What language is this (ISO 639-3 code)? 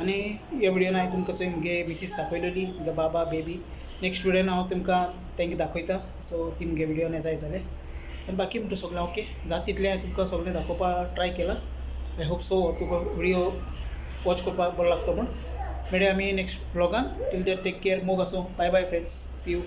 kok